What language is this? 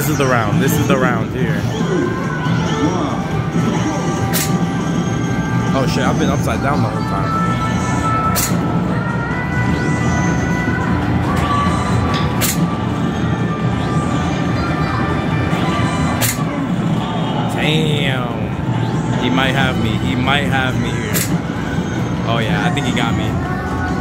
English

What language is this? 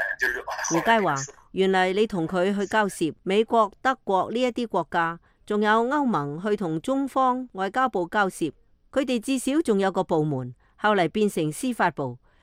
Cantonese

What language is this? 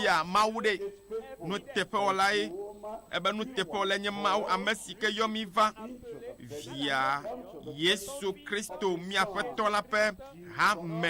Ewe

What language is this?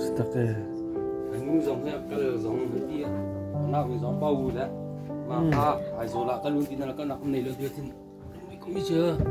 Hakha Chin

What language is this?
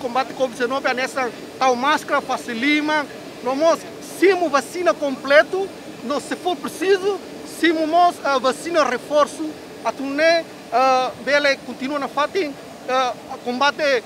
Tetum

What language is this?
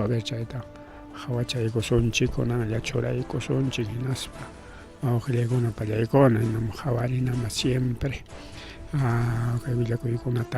Ayacucho Quechua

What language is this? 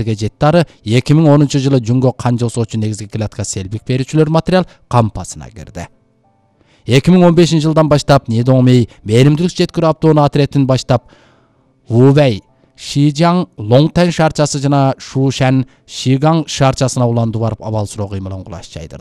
Kyrgyz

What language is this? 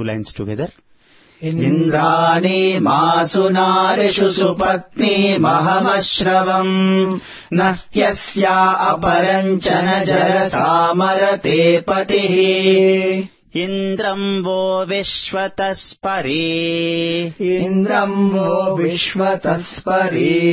Sanskrit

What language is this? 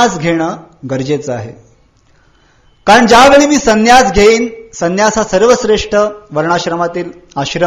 Marathi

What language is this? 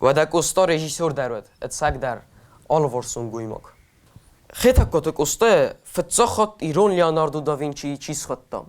Ossetic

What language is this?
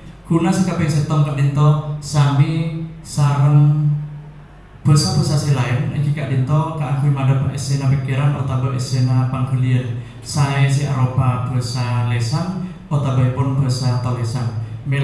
Madurese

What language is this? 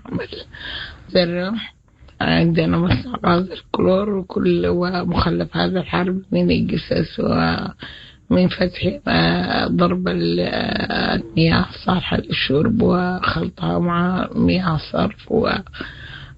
Sudanese Arabic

